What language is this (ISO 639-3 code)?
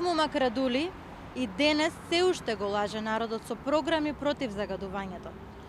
mkd